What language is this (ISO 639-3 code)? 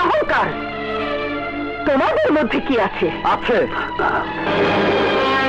ben